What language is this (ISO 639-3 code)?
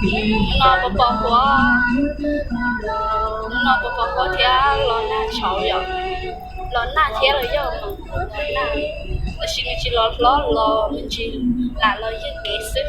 hmn